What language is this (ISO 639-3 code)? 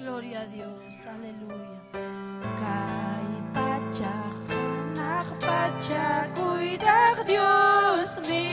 quy